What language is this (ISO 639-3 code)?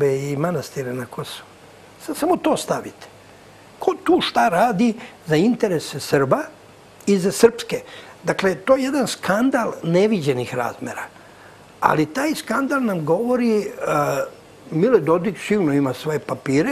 srp